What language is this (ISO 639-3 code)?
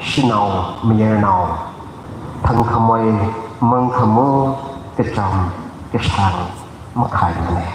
nmf